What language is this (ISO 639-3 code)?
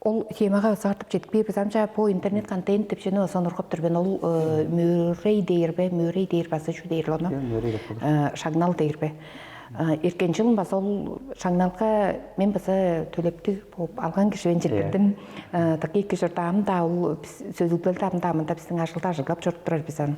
tyv